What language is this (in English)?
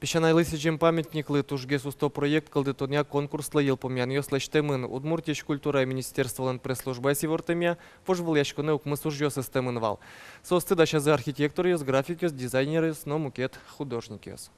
Udmurt